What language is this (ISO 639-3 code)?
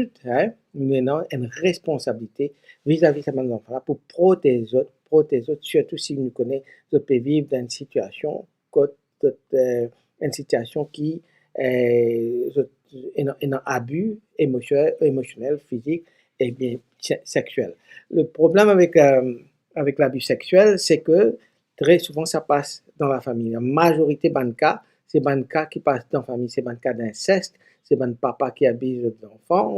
mfe